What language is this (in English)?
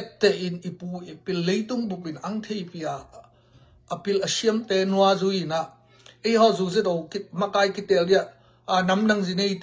Tedim Chin